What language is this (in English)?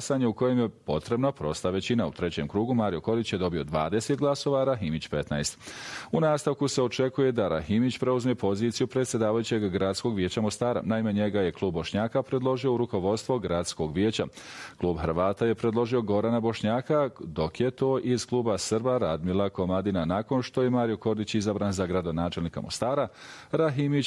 Bosnian